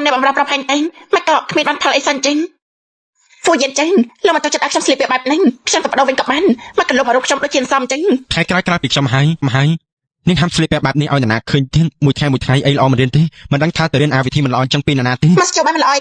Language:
Khmer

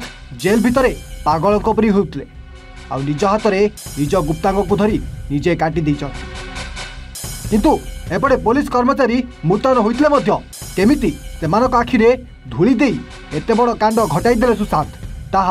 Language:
Odia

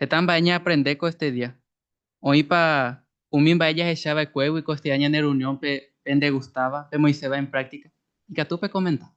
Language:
Guarani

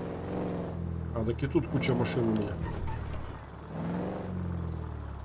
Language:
Russian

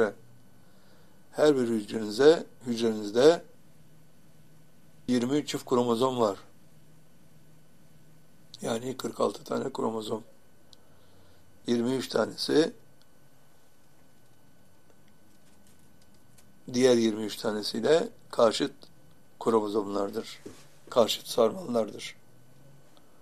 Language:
Turkish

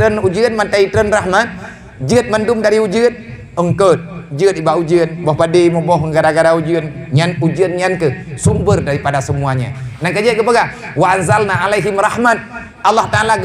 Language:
Achinese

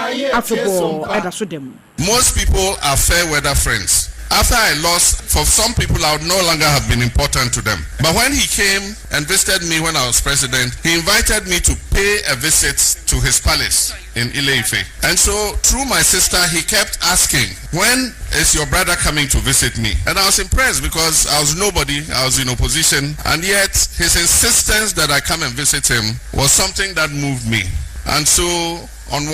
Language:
Akan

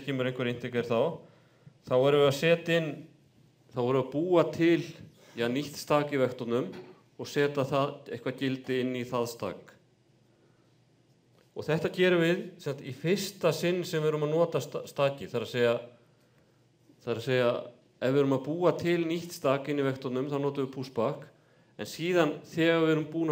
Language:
Icelandic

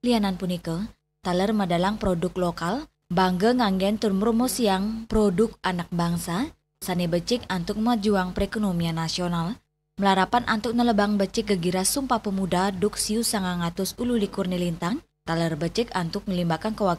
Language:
Balinese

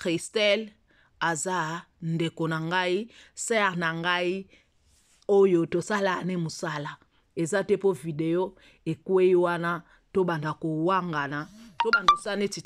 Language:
Lingala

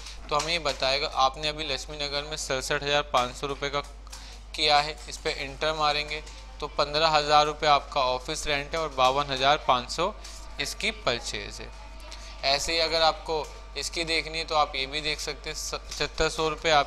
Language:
Hindi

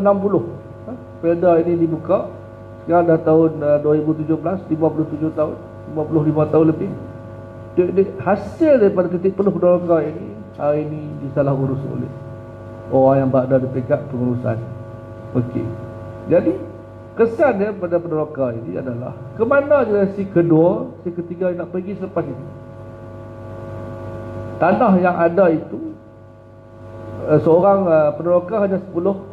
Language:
Malay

